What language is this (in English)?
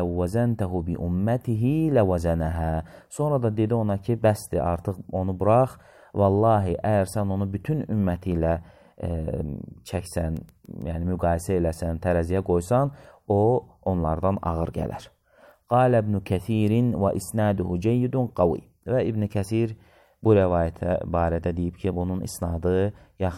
Azerbaijani